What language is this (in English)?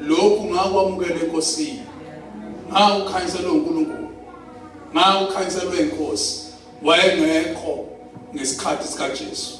Zulu